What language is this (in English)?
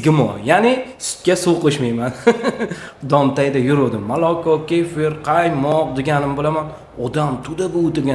Uzbek